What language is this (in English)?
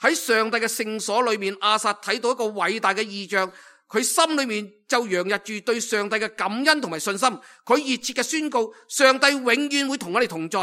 Cantonese